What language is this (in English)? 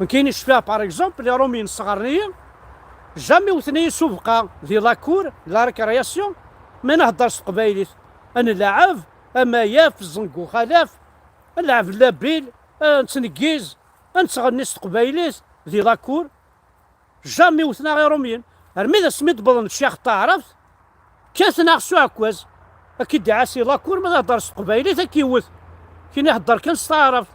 Kabyle